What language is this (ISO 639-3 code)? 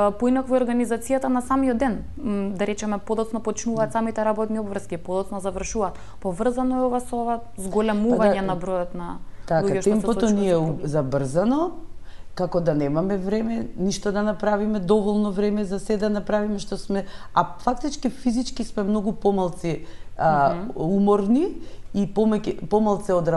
mkd